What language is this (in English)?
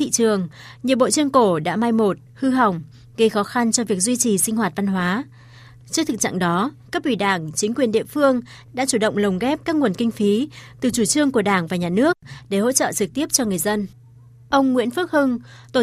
Vietnamese